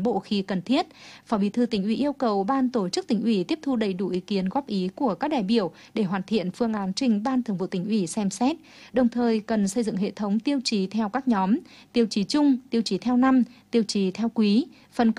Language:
Vietnamese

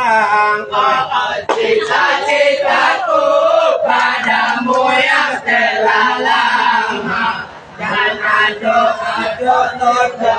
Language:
Minangkabau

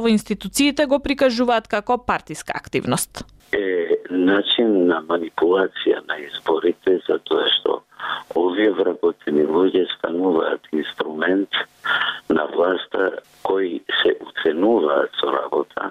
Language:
Macedonian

